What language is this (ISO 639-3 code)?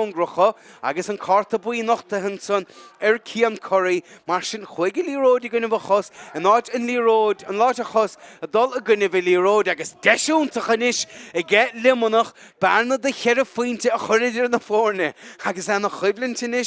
gle